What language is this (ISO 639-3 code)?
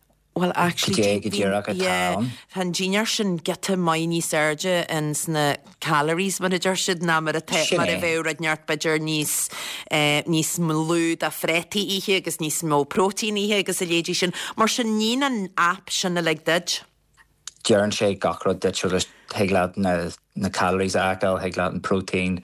gle